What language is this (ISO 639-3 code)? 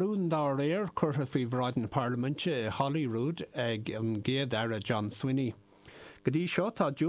gle